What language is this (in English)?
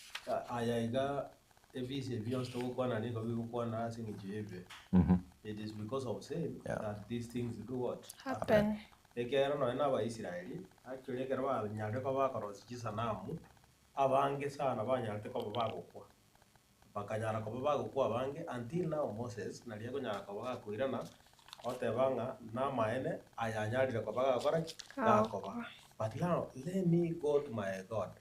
Gusii